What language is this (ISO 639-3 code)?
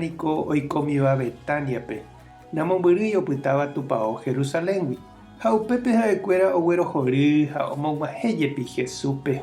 grn